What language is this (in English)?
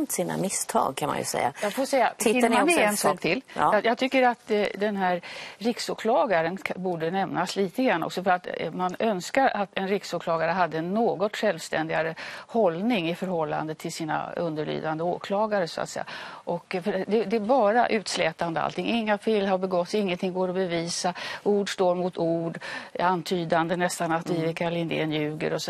Swedish